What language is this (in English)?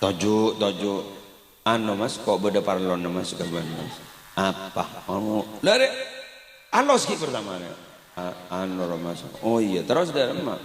Madurese